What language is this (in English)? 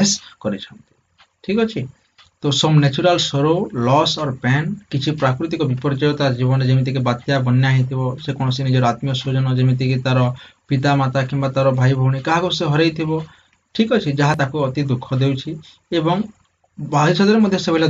Odia